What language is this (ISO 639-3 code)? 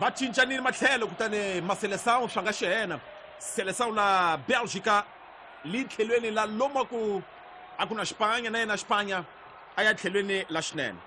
tso